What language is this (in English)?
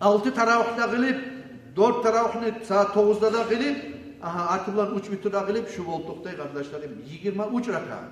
Kumyk